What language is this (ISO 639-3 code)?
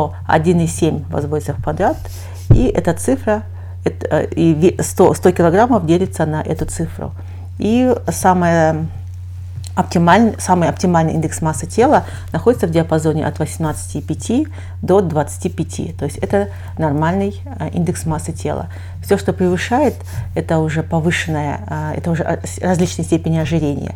rus